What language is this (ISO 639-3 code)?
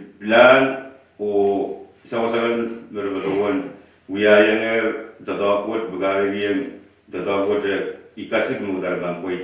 pon